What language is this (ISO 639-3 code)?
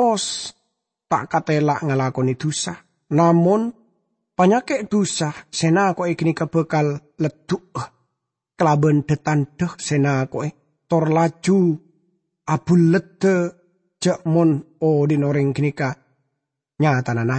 mad